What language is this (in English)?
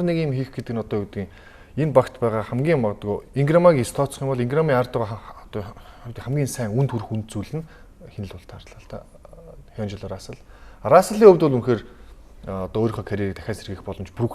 Mongolian